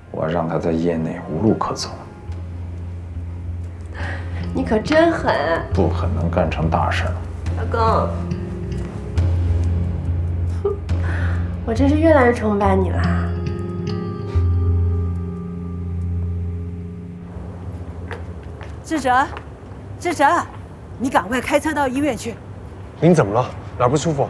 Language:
Chinese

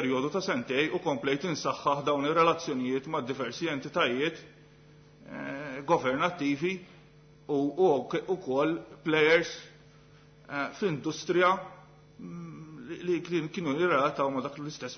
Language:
Maltese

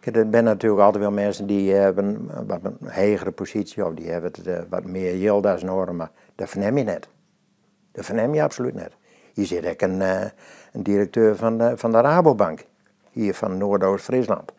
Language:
Western Frisian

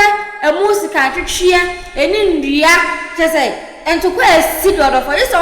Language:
Akan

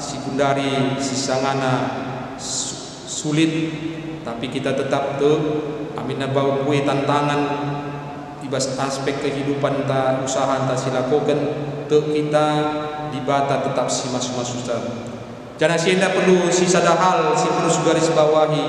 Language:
Batak Karo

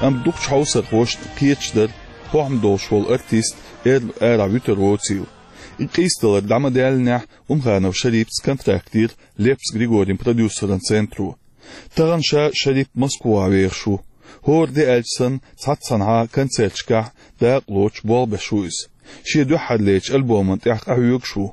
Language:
Chechen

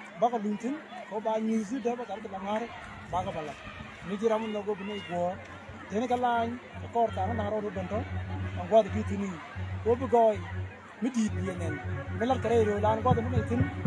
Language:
Nuer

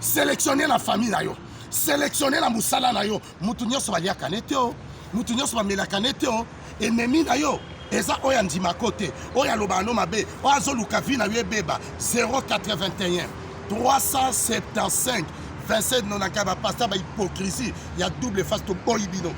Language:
Lingala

